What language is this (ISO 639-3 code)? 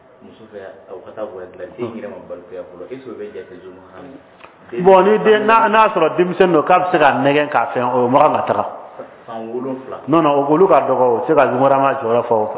bam